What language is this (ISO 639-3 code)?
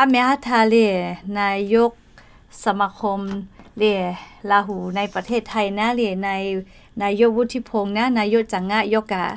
lhu